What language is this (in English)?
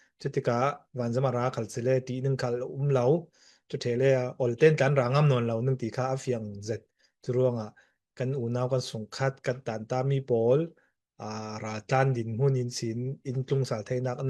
Falam Chin